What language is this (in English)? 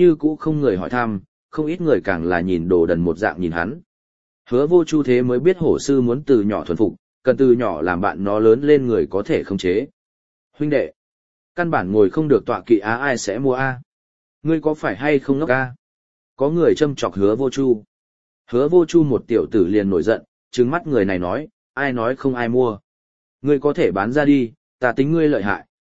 Vietnamese